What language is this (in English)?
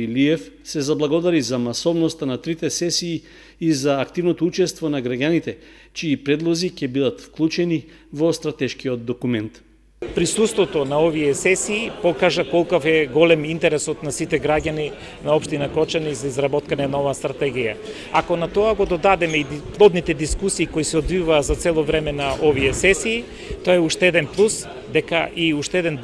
Macedonian